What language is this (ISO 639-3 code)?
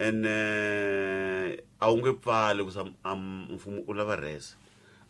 tso